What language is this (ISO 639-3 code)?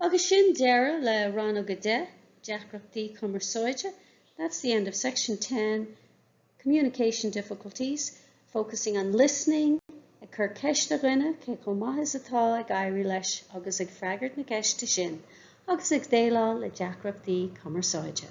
gle